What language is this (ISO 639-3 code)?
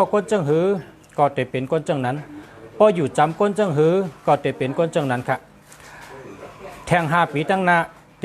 shn